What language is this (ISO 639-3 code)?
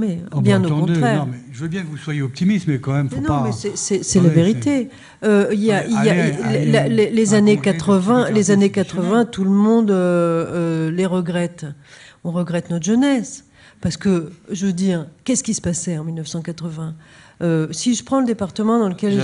fra